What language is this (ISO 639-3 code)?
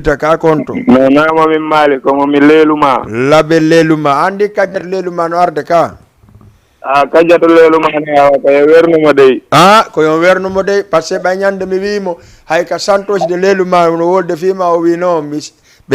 ful